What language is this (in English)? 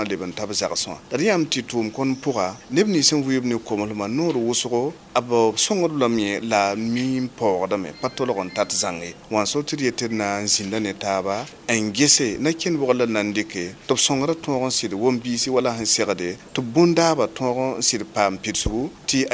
Mossi